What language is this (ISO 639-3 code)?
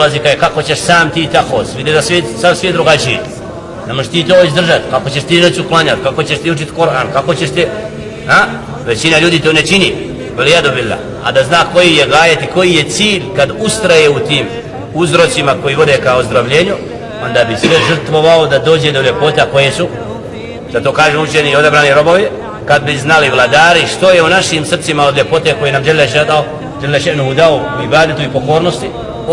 bos